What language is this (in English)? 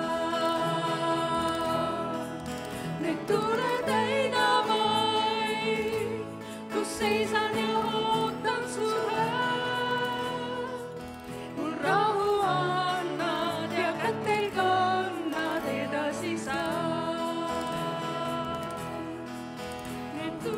Estonian